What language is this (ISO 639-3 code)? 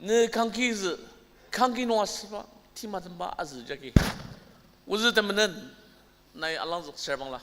njo